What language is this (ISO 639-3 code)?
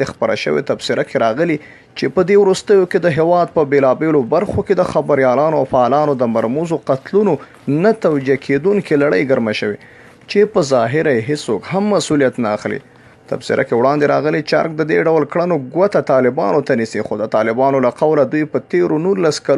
pus